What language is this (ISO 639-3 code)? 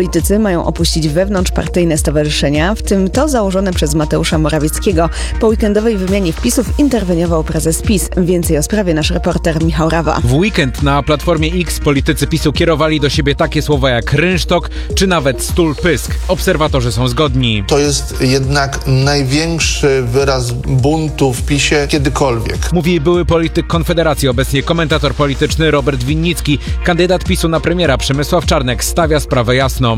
pol